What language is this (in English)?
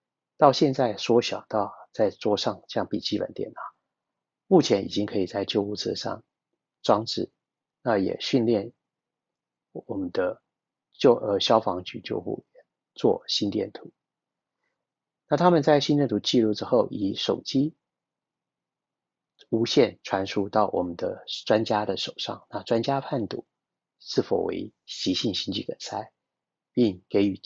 Chinese